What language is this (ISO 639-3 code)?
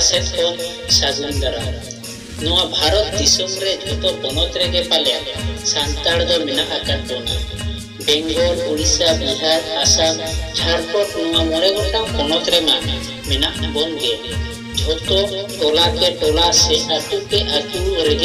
sat